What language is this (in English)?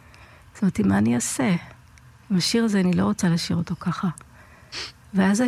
Hebrew